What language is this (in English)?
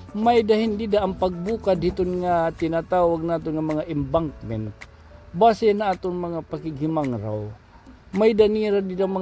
Waray